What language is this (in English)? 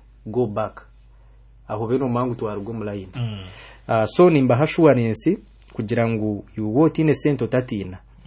Kinyarwanda